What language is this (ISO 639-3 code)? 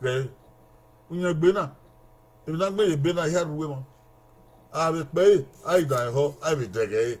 bin